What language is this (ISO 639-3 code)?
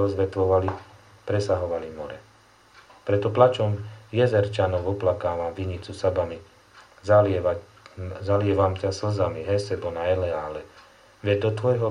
slk